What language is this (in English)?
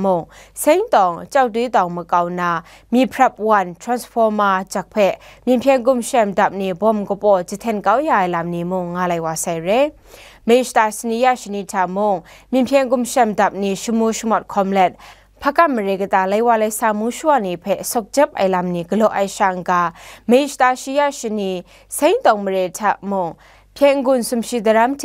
Kachin